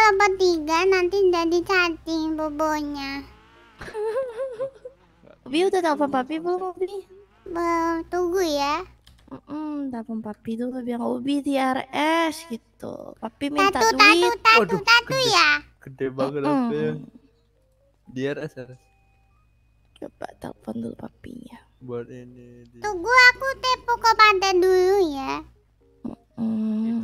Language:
Indonesian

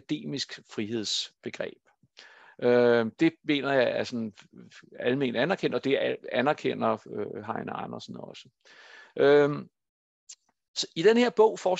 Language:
Danish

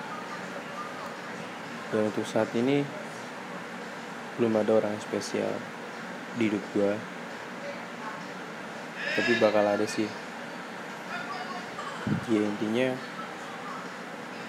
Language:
Indonesian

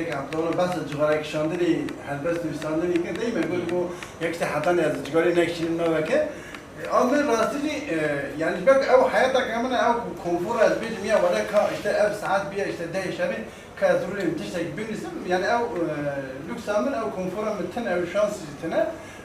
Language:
Kurdish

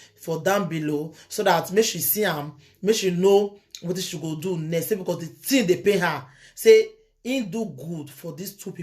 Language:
Nigerian Pidgin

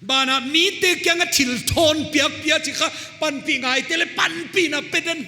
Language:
Paite Chin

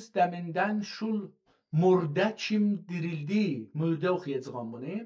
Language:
South Azerbaijani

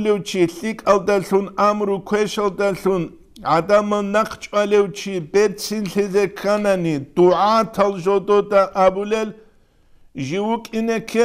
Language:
Avaric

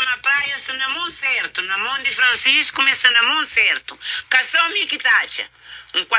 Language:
Kabuverdianu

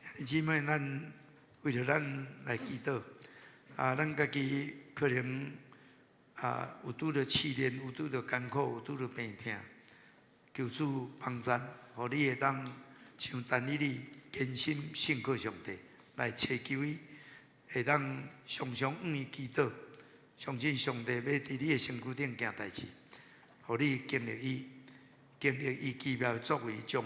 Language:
Min Nan Chinese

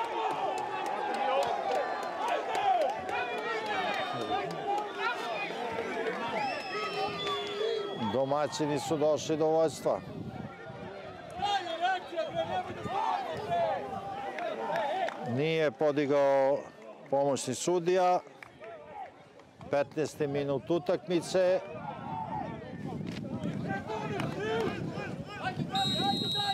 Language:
Serbian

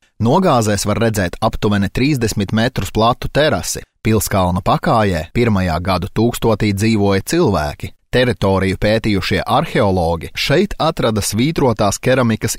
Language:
Latvian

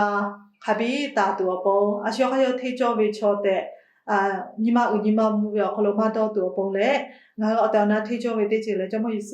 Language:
Lahu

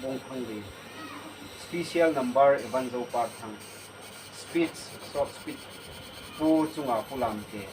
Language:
Hmar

